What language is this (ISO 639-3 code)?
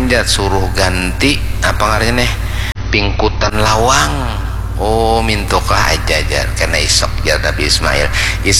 bjn